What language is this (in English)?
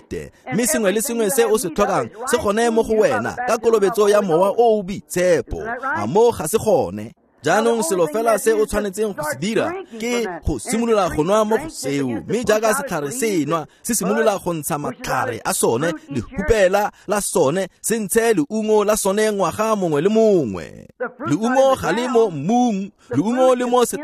Tswana